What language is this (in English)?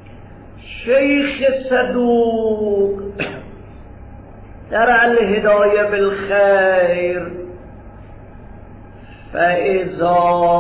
Persian